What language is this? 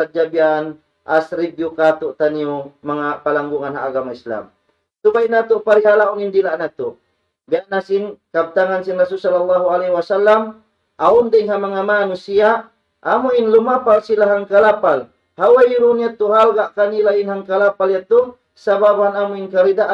Tausug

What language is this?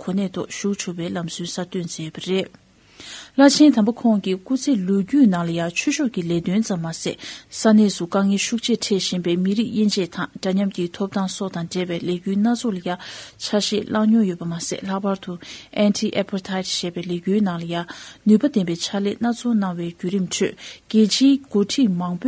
Tibetan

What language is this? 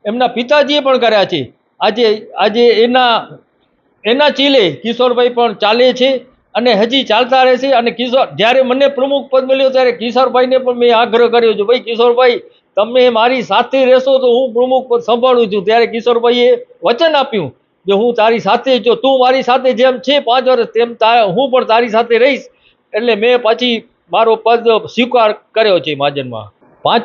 Gujarati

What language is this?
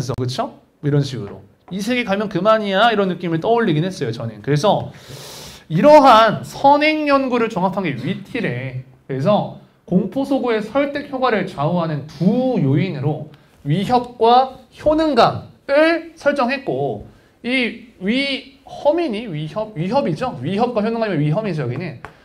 Korean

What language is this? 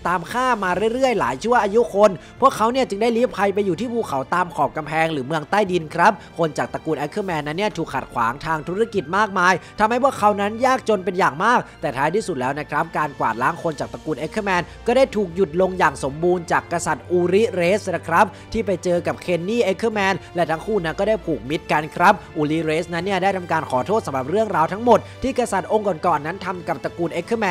Thai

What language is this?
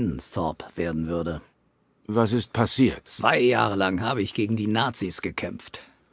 Swiss German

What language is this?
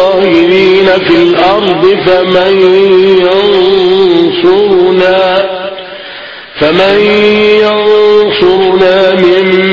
Arabic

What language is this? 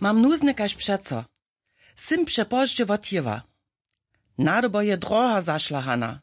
Upper Sorbian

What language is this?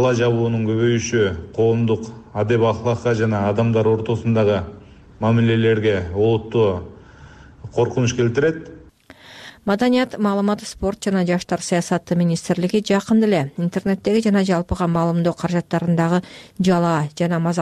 Kyrgyz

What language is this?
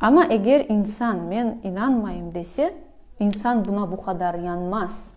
Crimean Tatar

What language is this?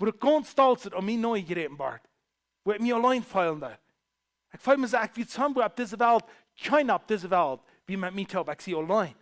Plautdietsch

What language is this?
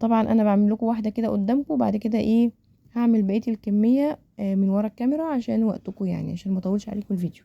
Egyptian Arabic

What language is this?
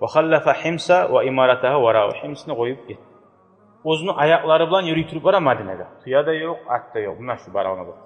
Kumyk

